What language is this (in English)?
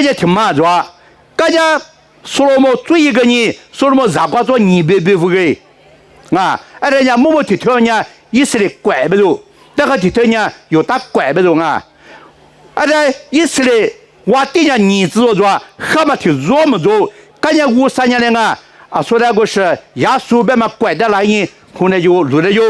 Lisu